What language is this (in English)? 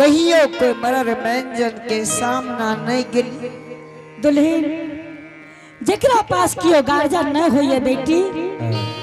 Angika